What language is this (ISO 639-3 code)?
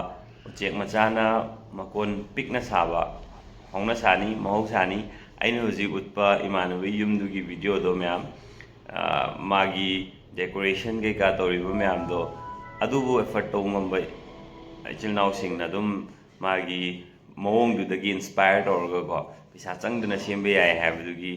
mni